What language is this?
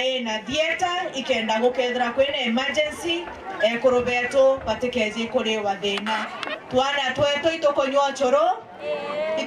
Meru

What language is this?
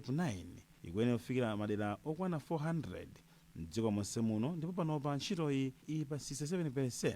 Nyanja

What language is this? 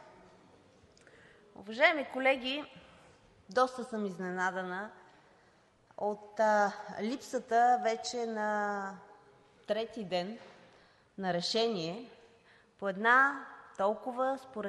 Bulgarian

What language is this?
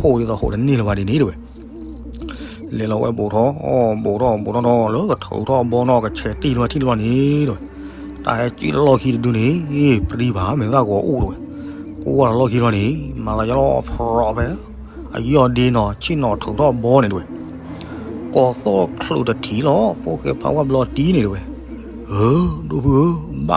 S'gaw Karen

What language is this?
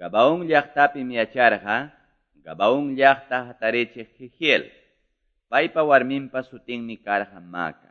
Quechua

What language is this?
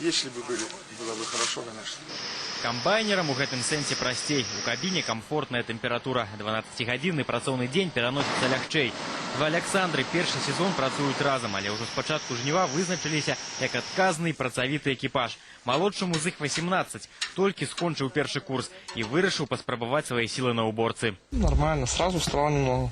Belarusian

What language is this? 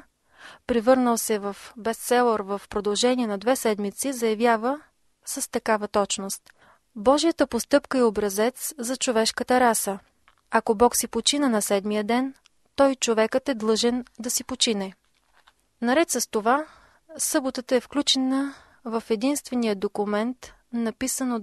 Bulgarian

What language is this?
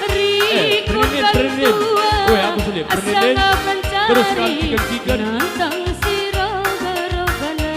Batak Karo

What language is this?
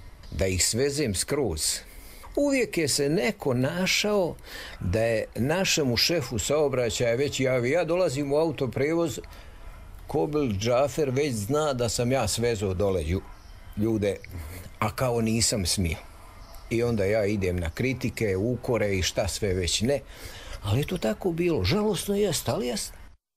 Serbian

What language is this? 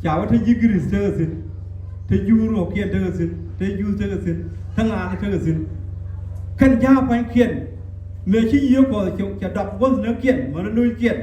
Nuer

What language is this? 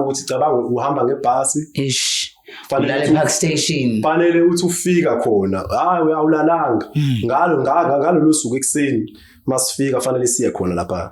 Zulu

